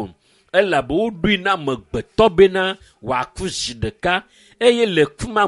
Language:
Ewe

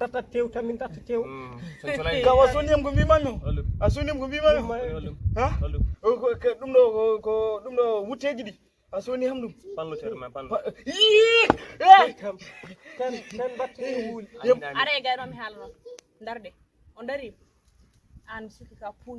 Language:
Fula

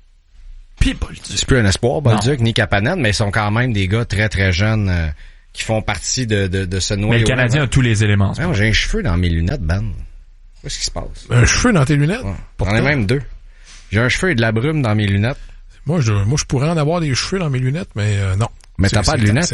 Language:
French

